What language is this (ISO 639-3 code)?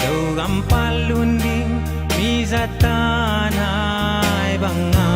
ctd